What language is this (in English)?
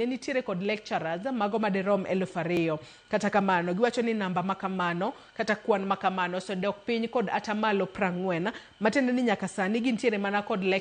Luo (Kenya and Tanzania)